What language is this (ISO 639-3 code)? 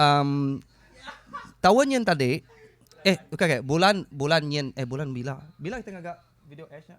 iba